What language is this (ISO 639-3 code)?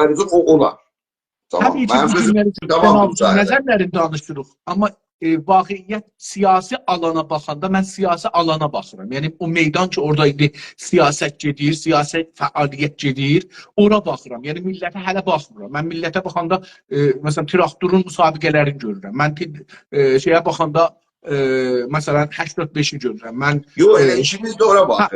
azb